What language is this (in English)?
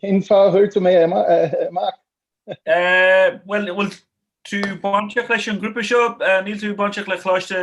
Irish